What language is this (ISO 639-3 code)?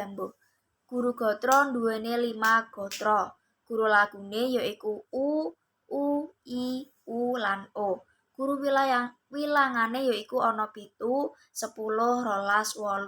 jav